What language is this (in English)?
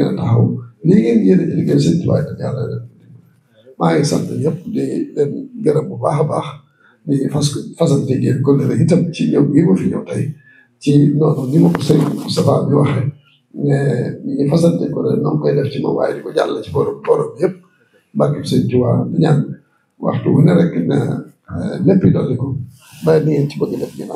Wolof